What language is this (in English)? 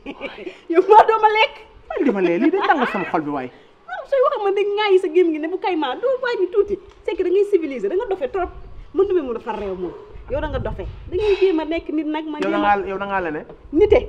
Wolof